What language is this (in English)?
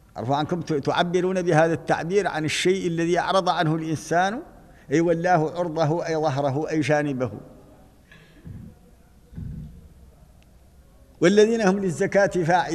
Arabic